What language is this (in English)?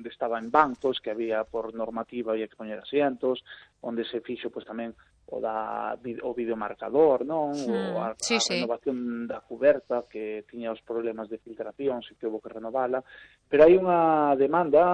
Galician